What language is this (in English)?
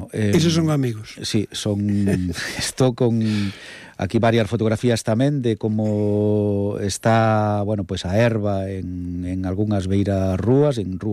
Galician